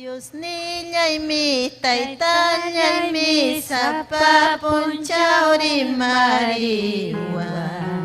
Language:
Ayacucho Quechua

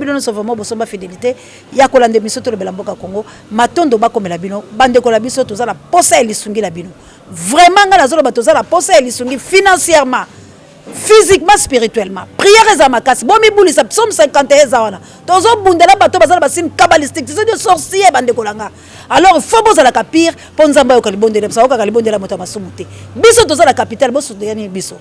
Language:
Lingala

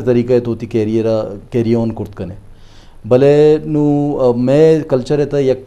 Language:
Eastern Balochi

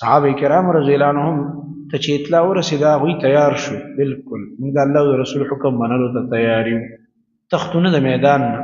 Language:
Pashto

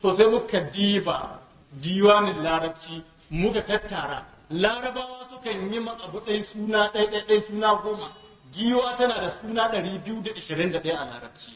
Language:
Hausa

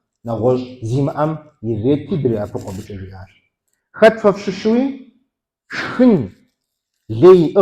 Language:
Kabardian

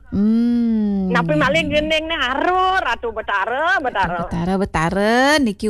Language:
Balinese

